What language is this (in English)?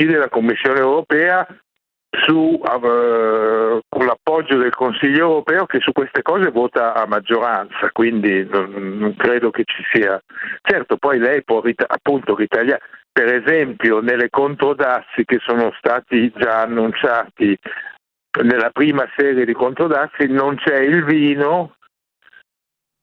Italian